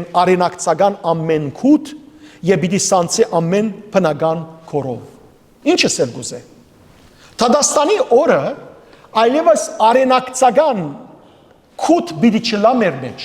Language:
Western Armenian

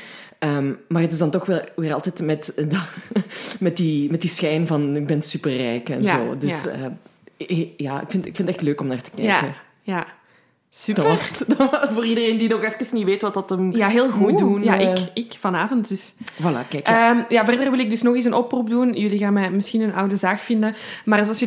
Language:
Dutch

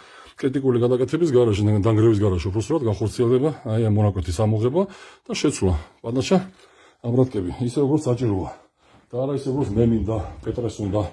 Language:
Georgian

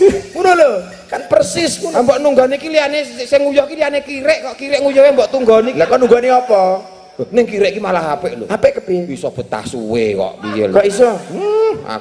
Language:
Javanese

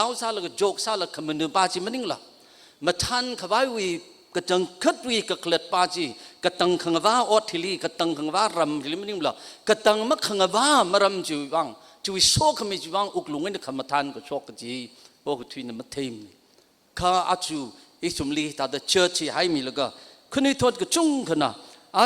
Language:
Tangkhul Naga (India)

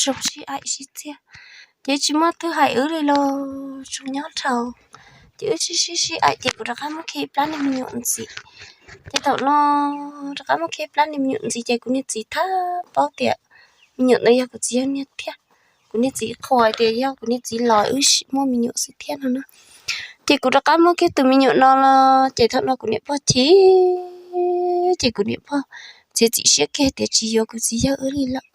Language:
Hmong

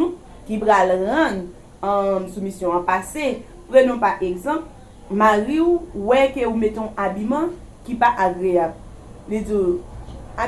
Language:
Haitian Creole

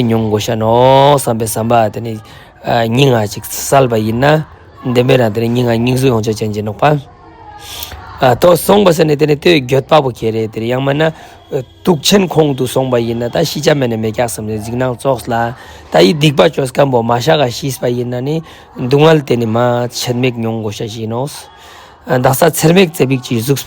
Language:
Ladakhi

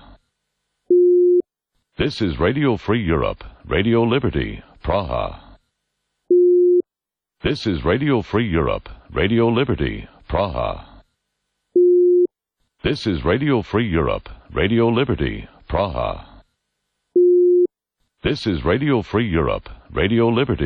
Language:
English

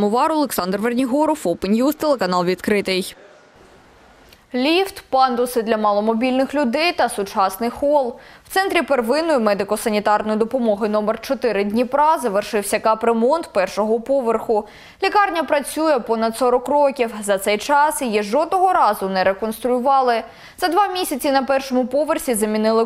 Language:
Ukrainian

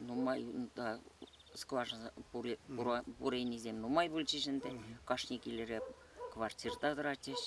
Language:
Chuvash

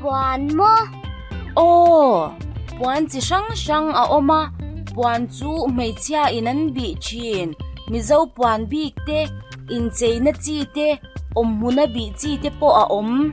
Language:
Mizo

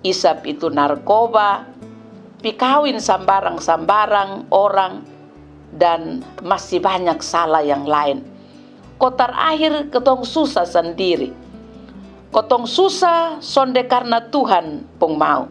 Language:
Kupang Malay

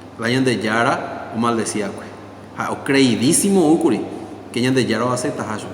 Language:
Guarani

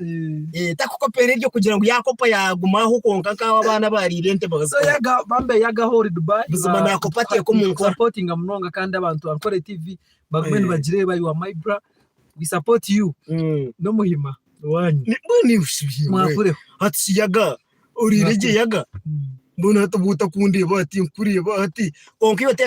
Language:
Nyankole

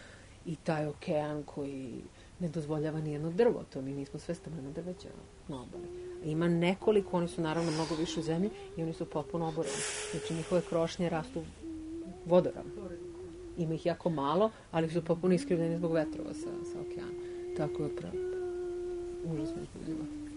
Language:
Serbian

